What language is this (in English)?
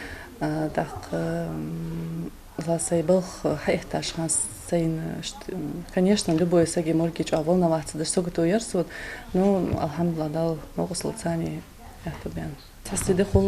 Ingush